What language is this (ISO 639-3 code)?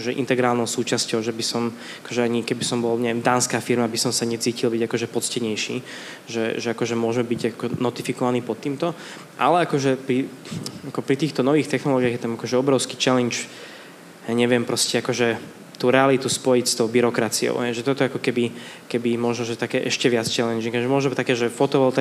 slk